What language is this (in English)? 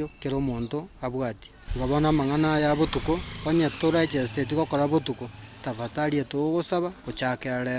Gusii